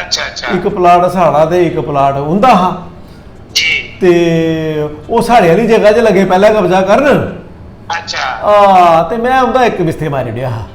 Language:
Dogri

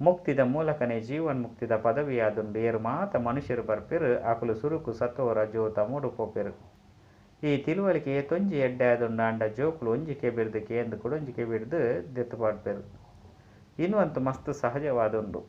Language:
Tulu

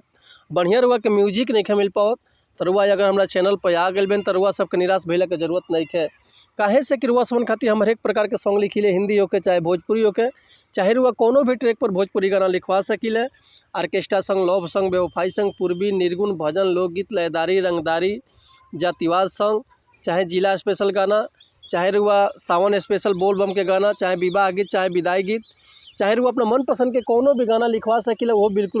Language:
Bhojpuri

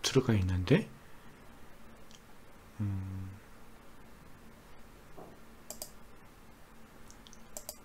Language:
Korean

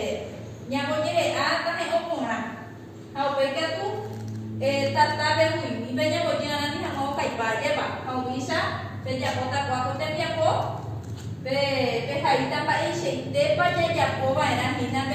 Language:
Guarani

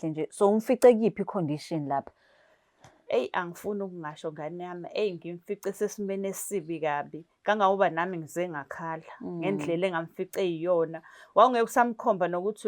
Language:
Zulu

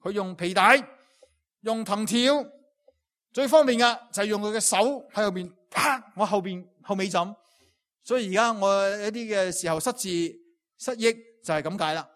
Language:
Cantonese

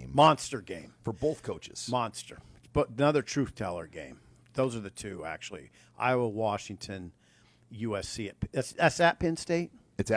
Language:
English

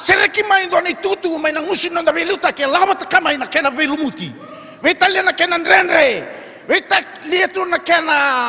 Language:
Fijian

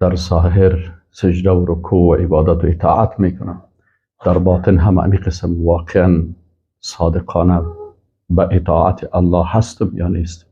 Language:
Persian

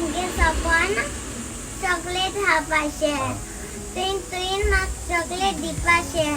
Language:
Konkani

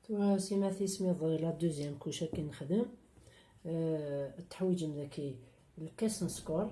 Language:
Kabyle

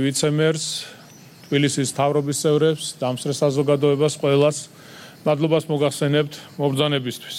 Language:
Georgian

